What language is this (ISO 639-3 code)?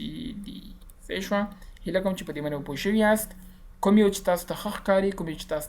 pus